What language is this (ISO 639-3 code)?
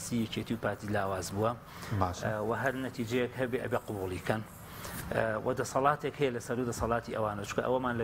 ckb